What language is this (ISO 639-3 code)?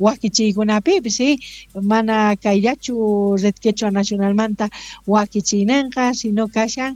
quh